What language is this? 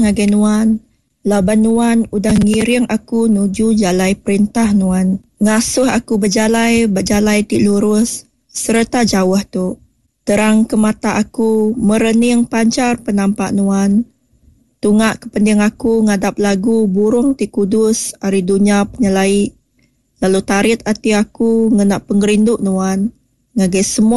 Iban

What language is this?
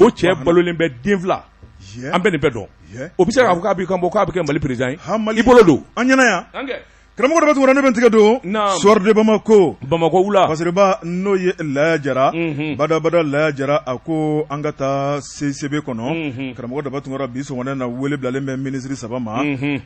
Bambara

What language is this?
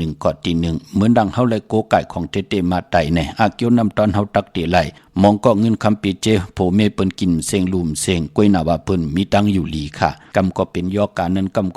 Shan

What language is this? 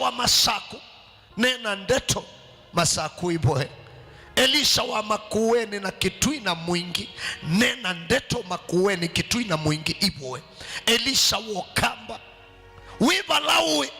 Kamba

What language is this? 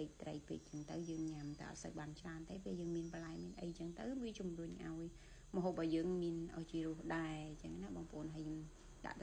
Khmer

